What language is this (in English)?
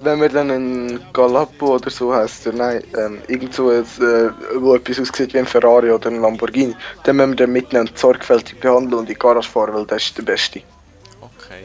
Swiss German